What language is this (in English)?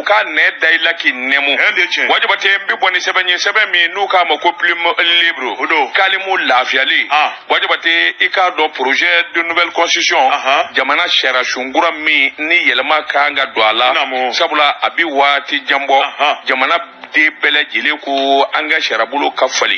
Bambara